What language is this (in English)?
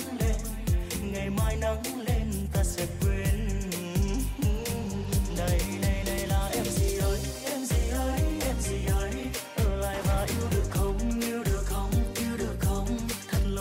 Vietnamese